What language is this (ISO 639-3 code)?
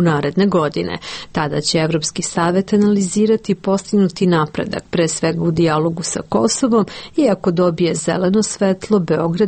srp